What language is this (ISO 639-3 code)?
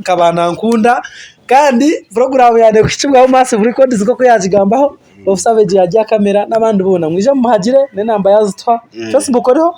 nyn